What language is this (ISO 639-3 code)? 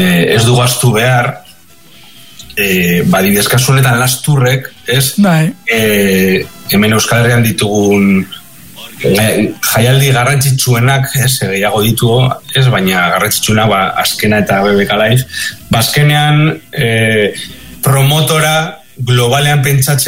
eus